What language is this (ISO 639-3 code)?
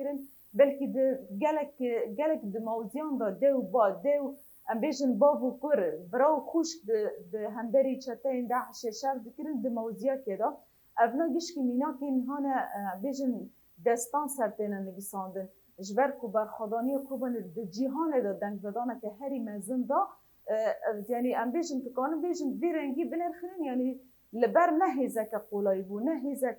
kur